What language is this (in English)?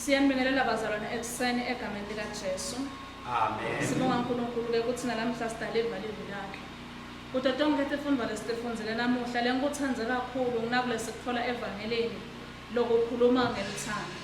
Swati